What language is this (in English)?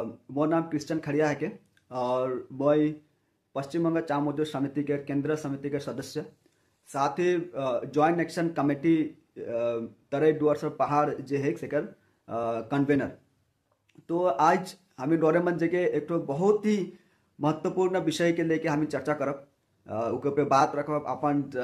Sadri